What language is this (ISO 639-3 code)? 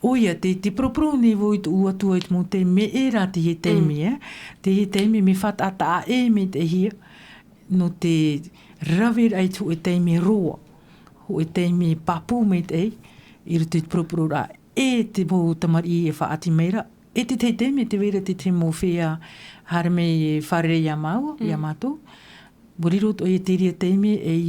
tah